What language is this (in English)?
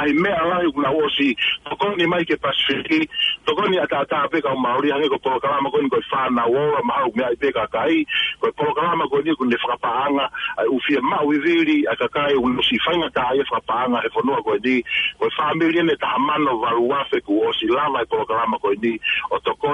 Tongan